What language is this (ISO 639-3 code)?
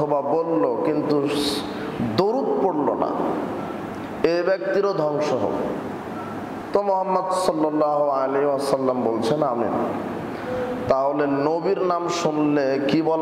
ben